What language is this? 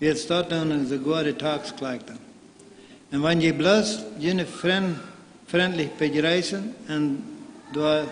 Plautdietsch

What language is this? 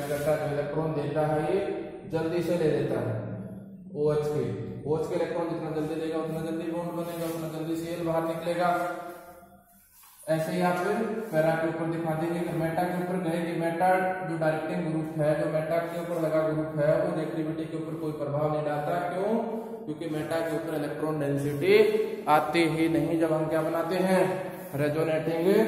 Hindi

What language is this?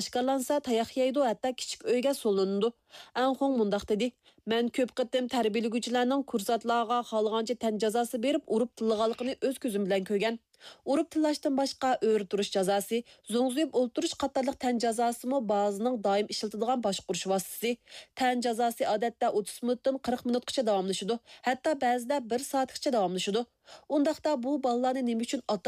Uyghur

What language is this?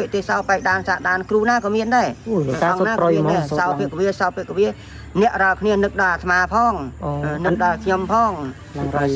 Khmer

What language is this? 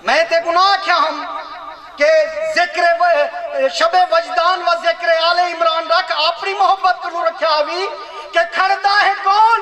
Saraiki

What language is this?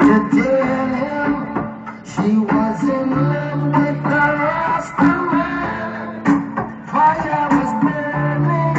Jamaican Creole English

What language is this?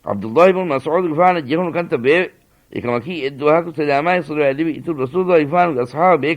Divehi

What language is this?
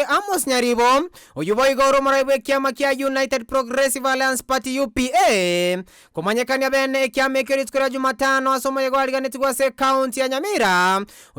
Gusii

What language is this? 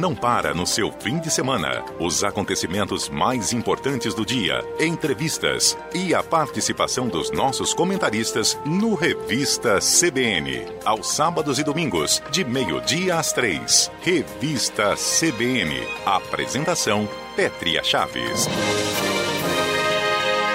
Portuguese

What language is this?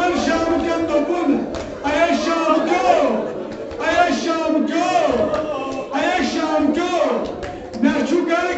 Kashmiri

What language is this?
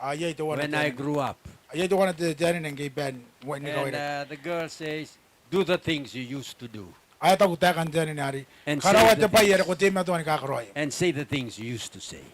Gilbertese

